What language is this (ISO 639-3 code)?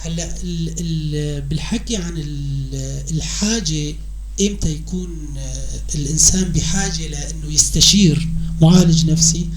apc